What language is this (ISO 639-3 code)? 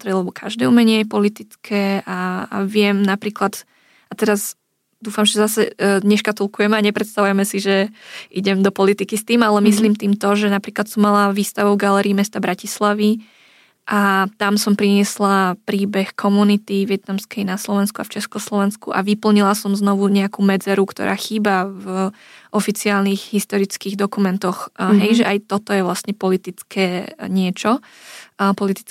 slk